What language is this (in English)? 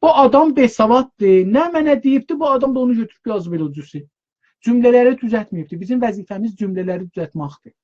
South Azerbaijani